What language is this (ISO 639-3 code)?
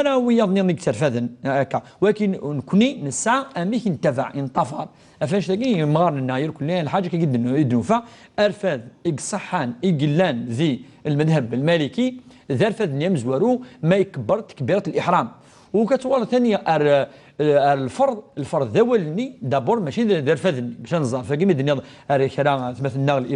kab